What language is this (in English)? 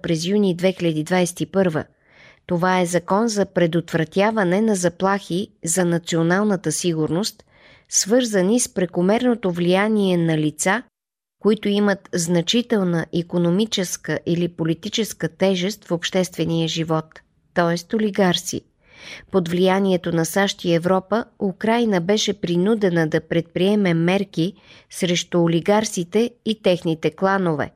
Bulgarian